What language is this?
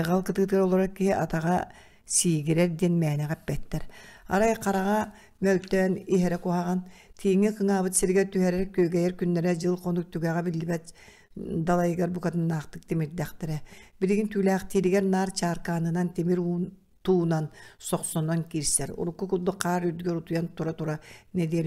Yakut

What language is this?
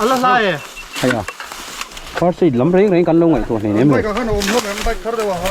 Mizo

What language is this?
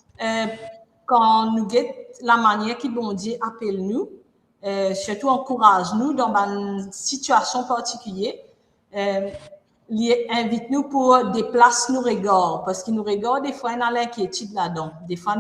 Morisyen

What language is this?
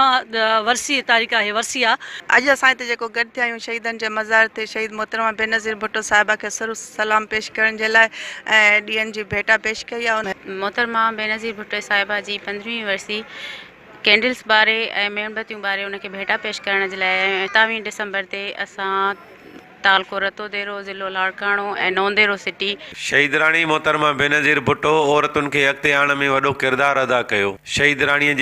Sindhi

